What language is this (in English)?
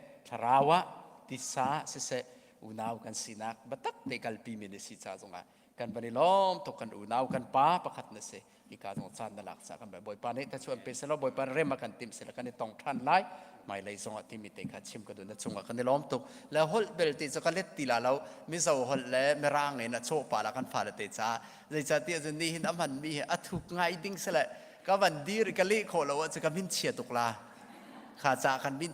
Hakha Chin